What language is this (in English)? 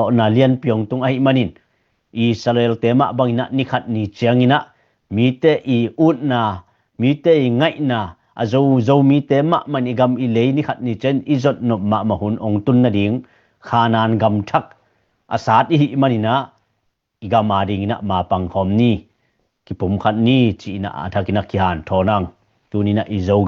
Tedim Chin